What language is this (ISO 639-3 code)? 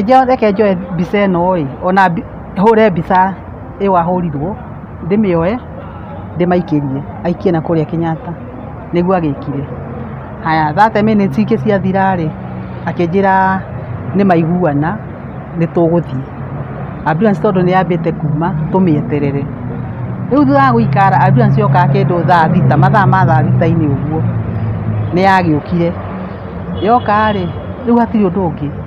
kik